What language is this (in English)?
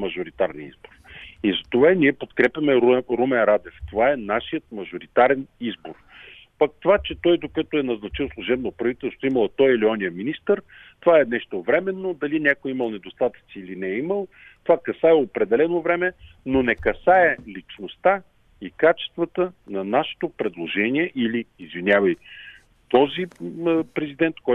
Bulgarian